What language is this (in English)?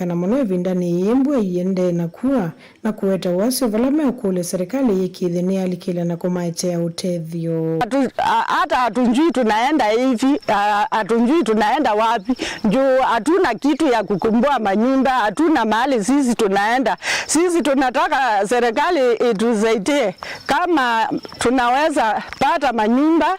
Kamba